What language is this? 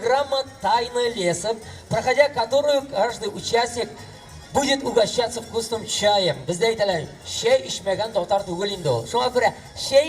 Tatar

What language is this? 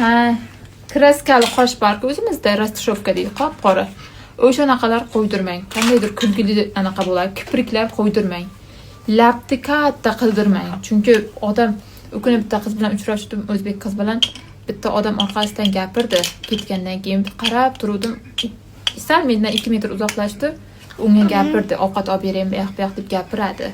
Uzbek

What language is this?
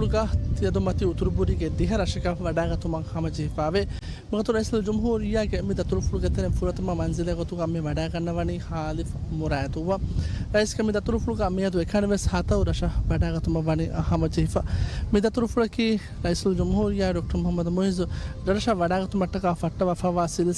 Divehi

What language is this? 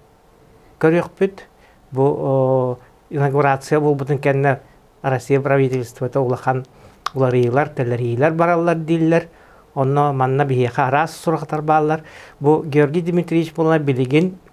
Yakut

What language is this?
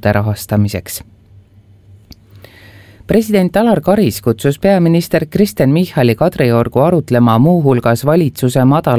Estonian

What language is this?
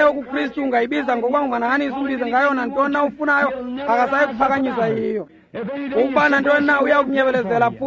Xhosa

